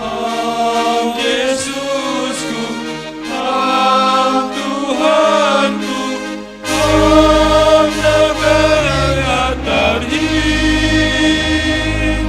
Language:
Batak Simalungun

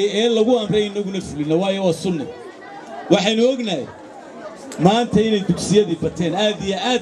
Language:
Somali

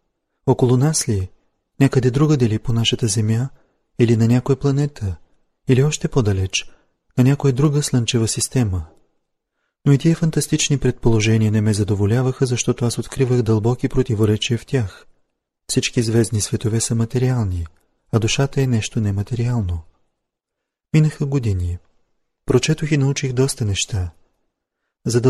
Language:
Bulgarian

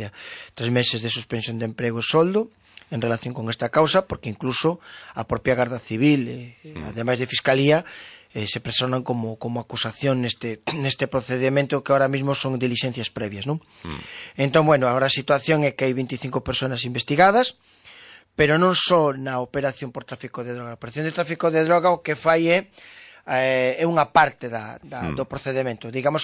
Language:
Galician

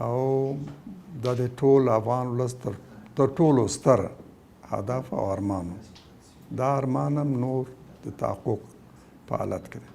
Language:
Pashto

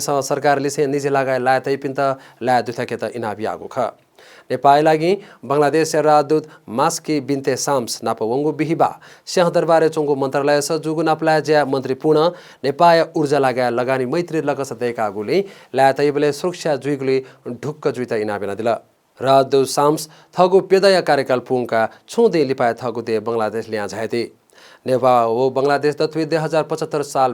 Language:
Newari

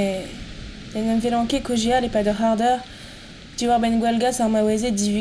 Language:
Breton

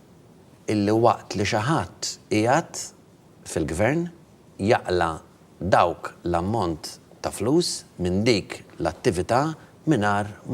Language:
Maltese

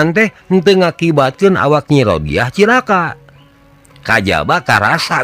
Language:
Sundanese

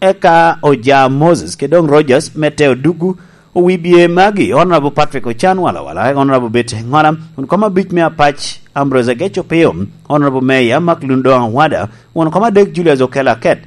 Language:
Lango (Uganda)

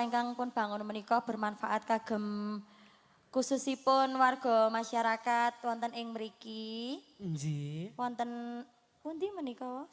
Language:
Javanese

